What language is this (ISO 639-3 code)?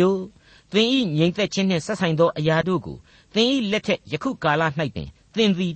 mya